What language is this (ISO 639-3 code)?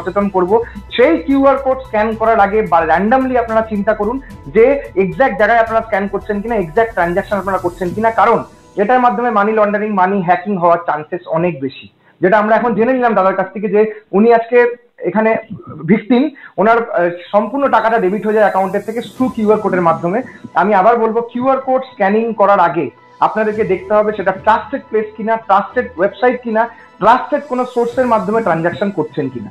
ben